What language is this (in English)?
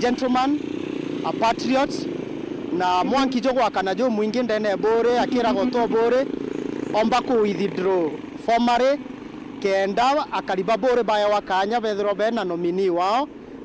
Meru